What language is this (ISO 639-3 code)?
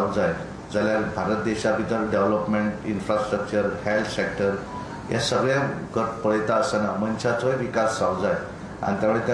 kok